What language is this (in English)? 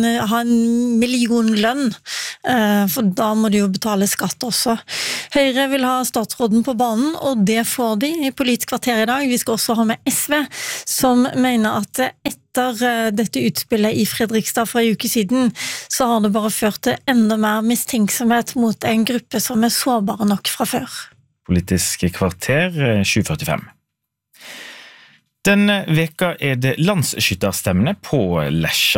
Norwegian